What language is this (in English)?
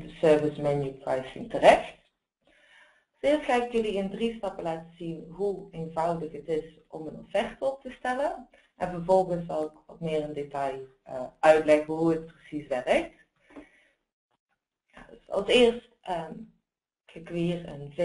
Dutch